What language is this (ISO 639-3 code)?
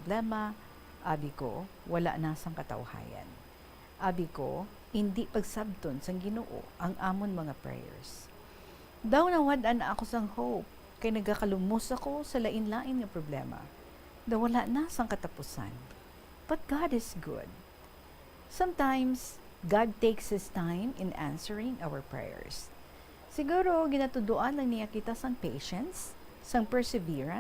hil